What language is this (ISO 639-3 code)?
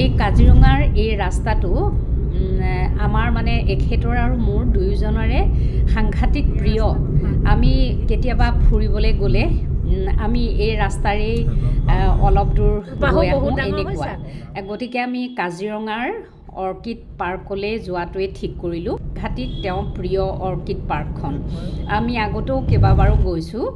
asm